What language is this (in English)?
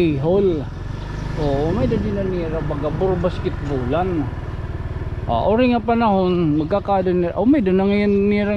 Waray